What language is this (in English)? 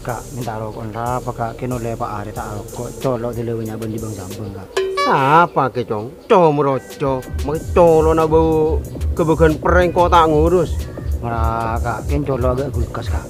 Madurese